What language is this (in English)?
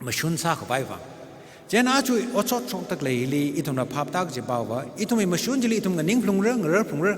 Tangkhul Naga (India)